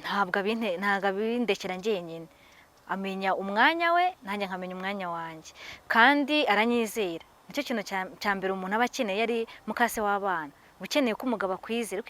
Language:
Kinyarwanda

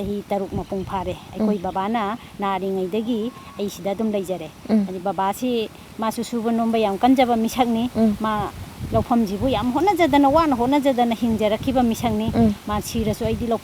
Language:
Manipuri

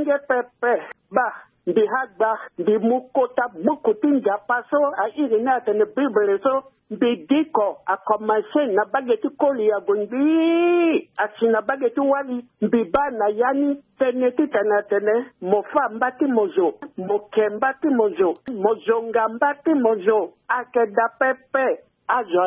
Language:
Sango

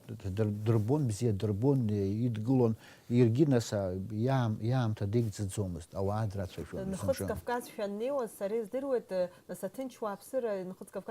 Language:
Abkhazian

